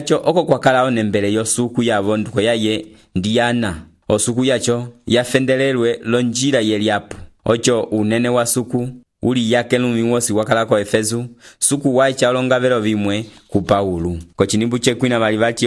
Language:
Umbundu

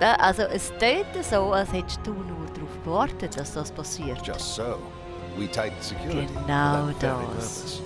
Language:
Swiss German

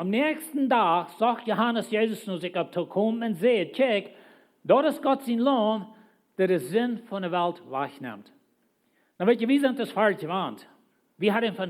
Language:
Plautdietsch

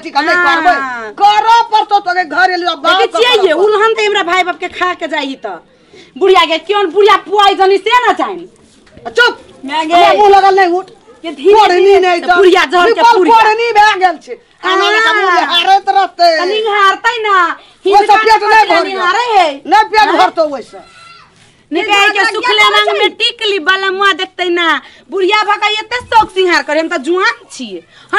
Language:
Maithili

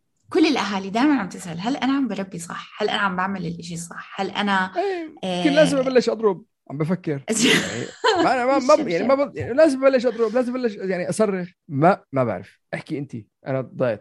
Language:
North Levantine Arabic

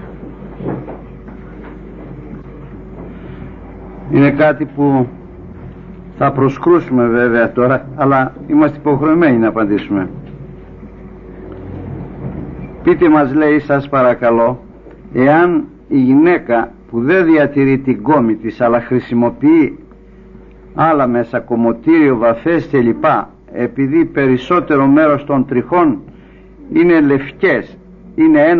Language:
Greek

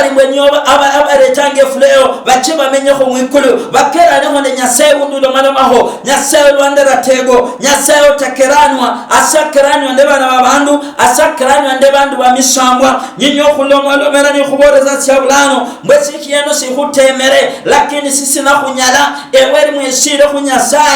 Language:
Luyia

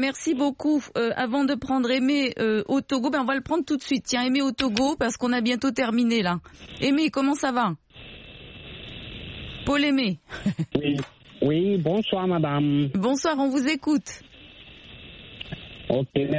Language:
French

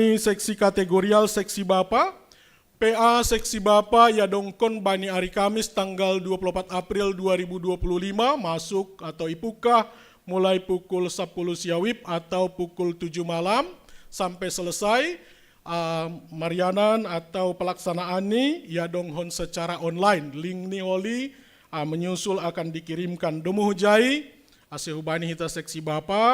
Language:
Batak Simalungun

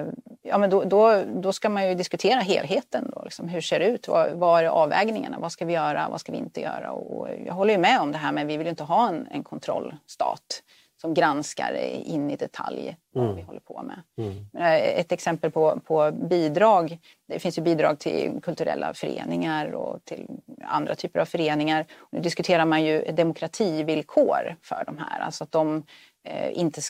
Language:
Swedish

